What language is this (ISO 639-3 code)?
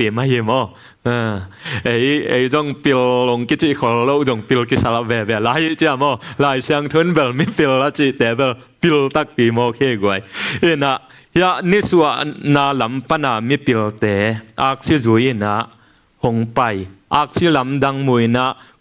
ctd